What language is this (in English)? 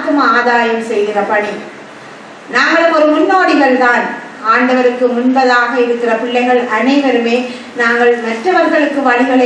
Tamil